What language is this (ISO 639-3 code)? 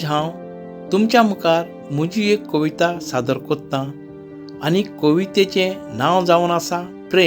kok